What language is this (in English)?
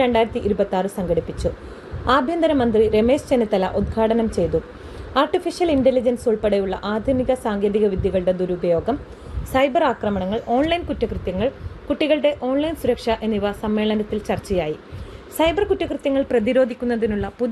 Malayalam